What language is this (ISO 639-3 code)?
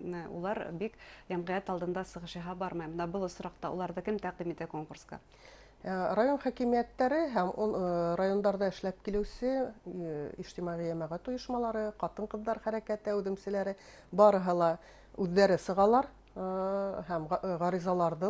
bak